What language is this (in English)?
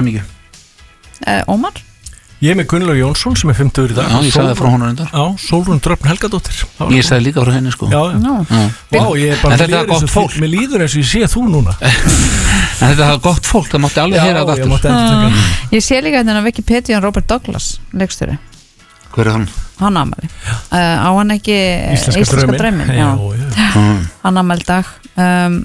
Icelandic